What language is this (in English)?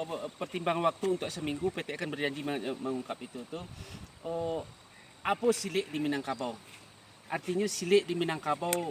Minangkabau